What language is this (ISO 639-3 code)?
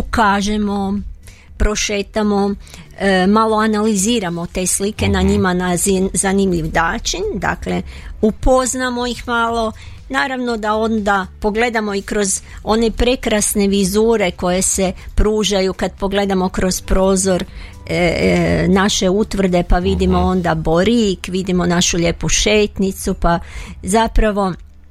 hrv